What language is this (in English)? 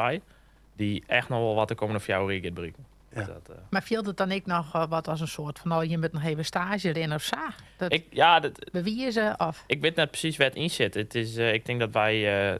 Western Frisian